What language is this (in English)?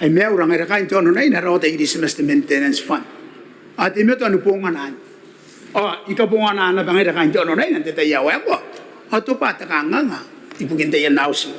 Gilbertese